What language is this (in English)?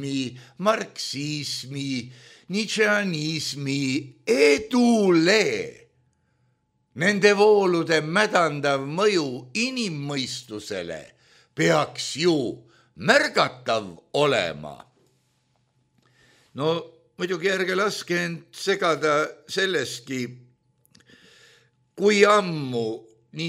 Estonian